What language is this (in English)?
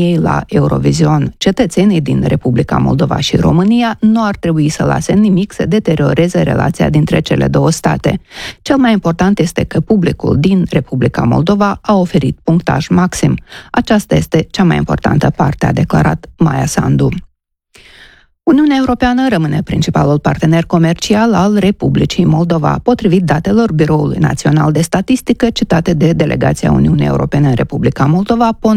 Romanian